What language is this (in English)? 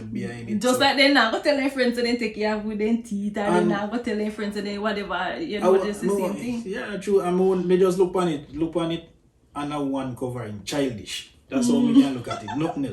Jamaican Creole English